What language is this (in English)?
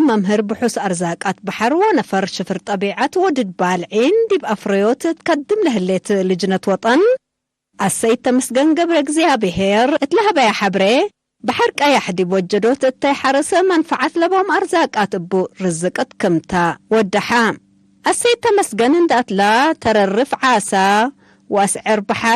Tigre